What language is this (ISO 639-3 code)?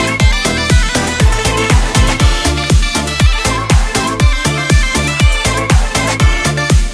kaz